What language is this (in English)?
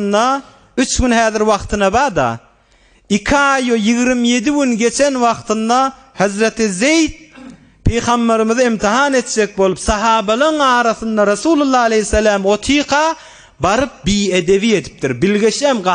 Turkmen